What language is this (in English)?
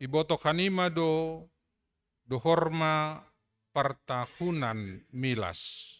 Batak Simalungun